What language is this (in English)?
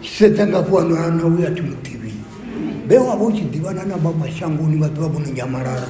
Venda